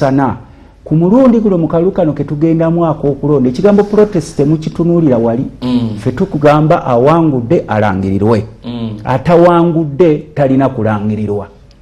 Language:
Ganda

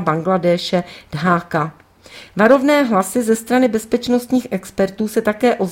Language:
Czech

